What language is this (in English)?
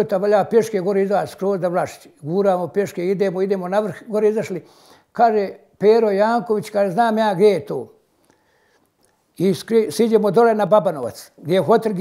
Bosnian